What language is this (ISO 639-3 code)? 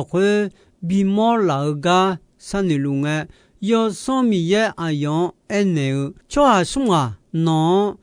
ahk